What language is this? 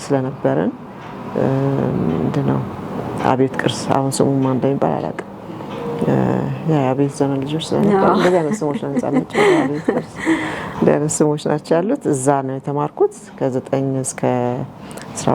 Amharic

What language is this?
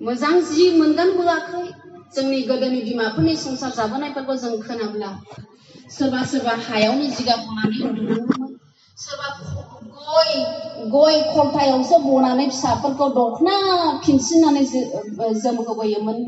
Bodo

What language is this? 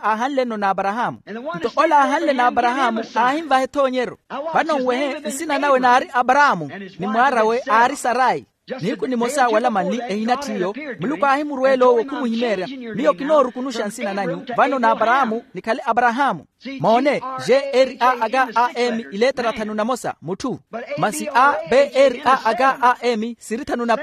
Makhuwa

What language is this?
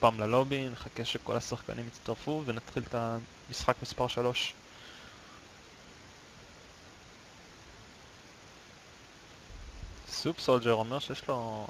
Hebrew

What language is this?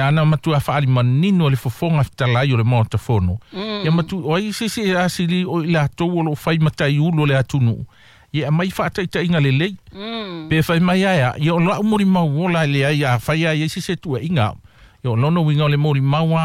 Samoan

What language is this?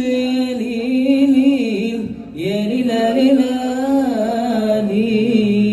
Betawi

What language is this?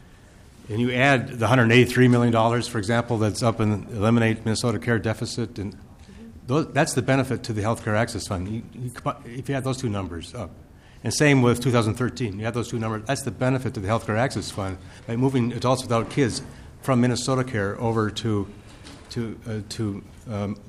English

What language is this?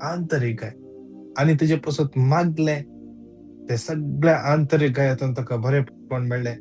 Konkani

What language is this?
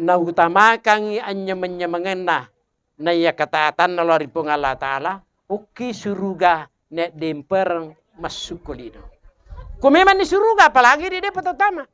Buginese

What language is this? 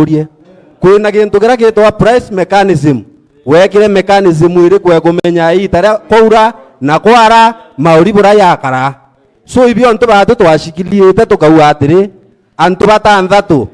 Meru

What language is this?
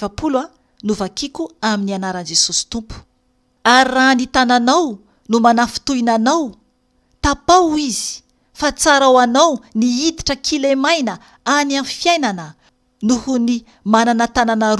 Malagasy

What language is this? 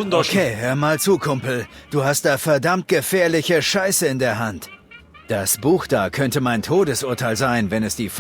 Bavarian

